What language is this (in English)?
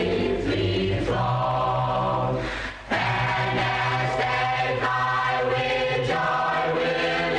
Gilbertese